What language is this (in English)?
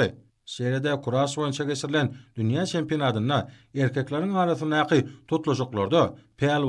Turkmen